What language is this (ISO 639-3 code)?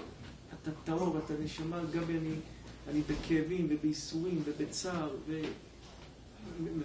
heb